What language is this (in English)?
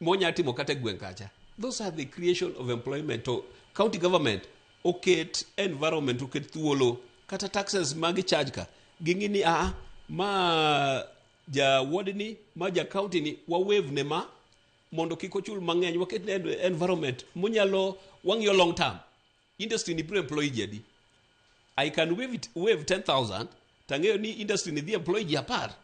Luo (Kenya and Tanzania)